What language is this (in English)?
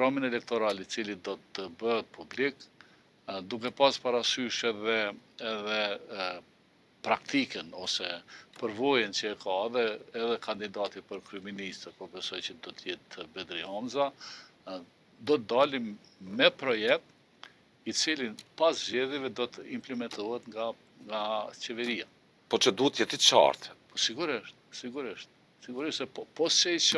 Albanian